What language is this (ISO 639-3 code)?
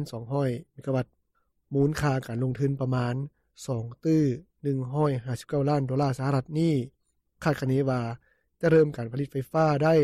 lao